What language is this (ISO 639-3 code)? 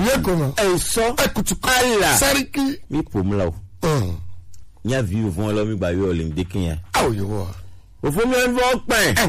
gej